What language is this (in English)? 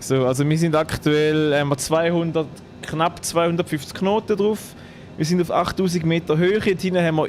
Swiss German